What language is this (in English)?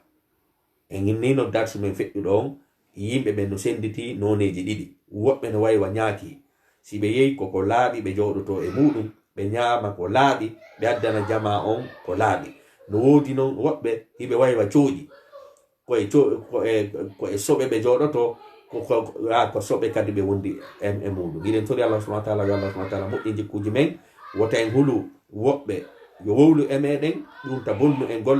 Fula